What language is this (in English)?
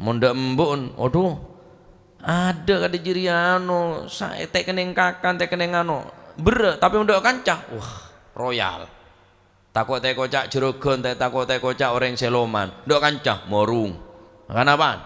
Madurese